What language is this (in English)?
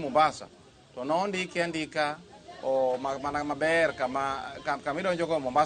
Luo (Kenya and Tanzania)